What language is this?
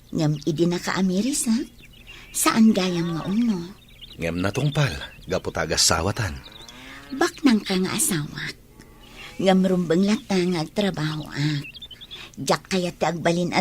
Iloko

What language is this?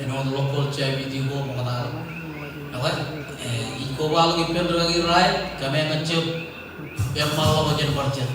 Marshallese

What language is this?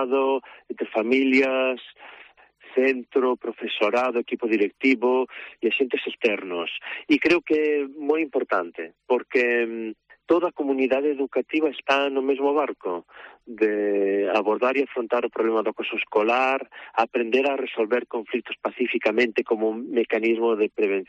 Galician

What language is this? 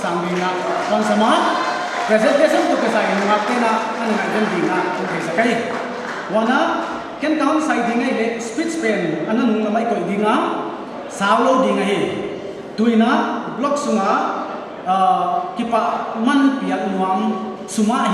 Paite Chin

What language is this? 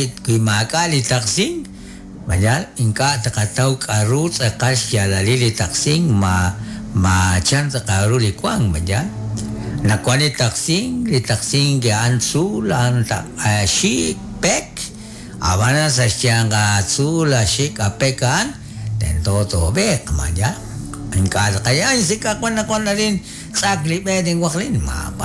Kekchí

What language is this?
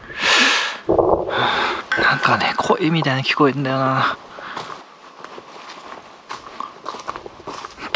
Japanese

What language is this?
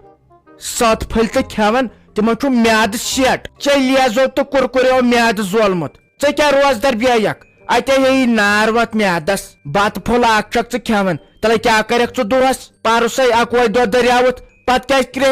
Kashmiri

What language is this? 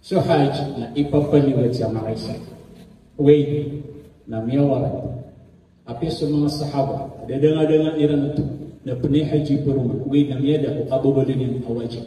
Maranao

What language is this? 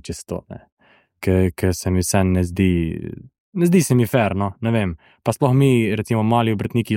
Slovenian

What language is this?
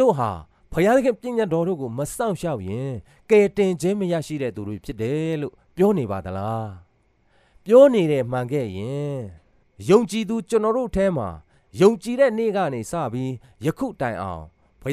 Burmese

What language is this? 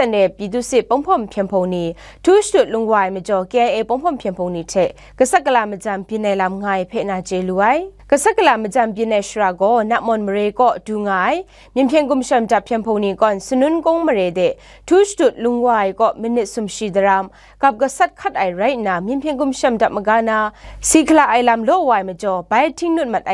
Kachin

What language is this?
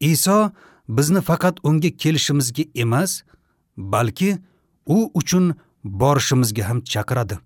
Uzbek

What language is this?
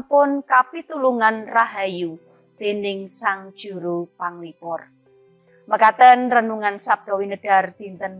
Javanese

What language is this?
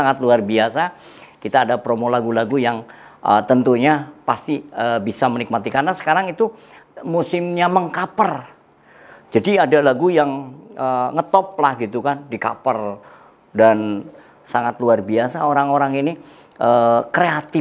Indonesian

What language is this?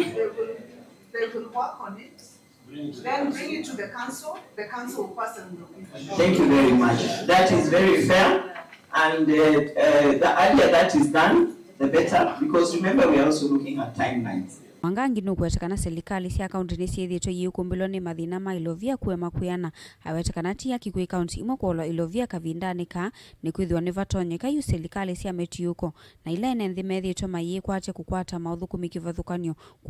Kamba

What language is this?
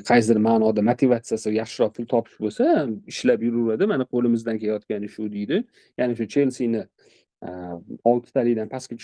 Uzbek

